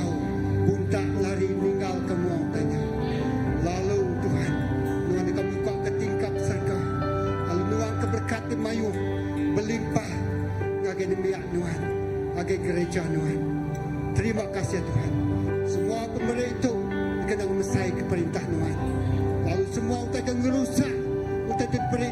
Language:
Iban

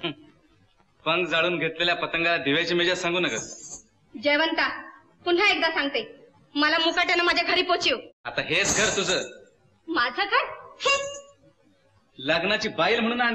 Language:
Marathi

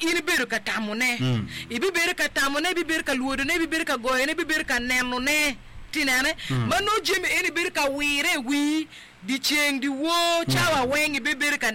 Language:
Acoli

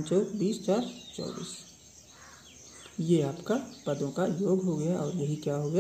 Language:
Hindi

